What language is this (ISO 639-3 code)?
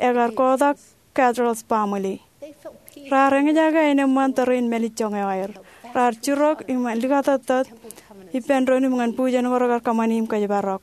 mah